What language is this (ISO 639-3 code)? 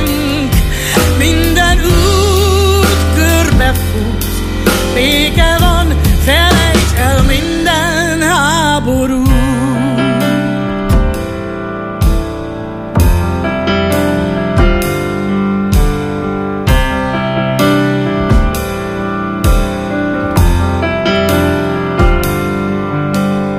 hun